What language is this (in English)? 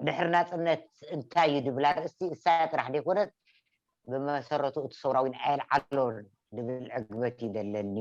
Tigrinya